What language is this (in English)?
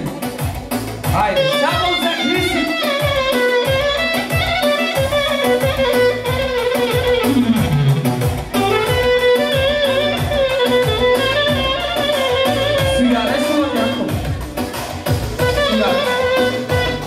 Bulgarian